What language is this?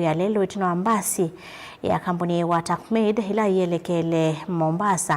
Kamba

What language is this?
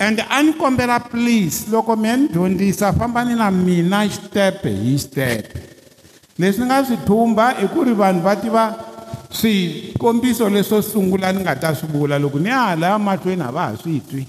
Tsonga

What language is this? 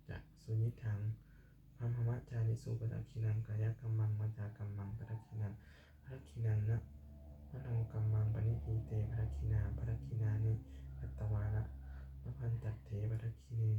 Pali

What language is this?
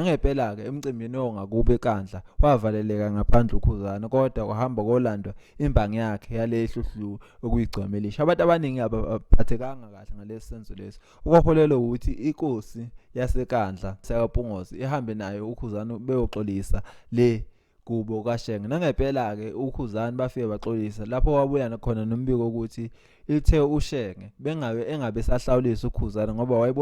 Zulu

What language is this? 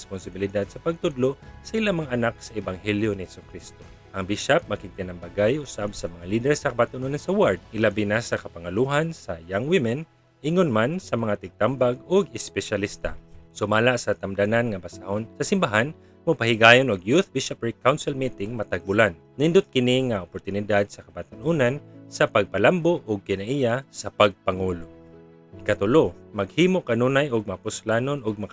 Cebuano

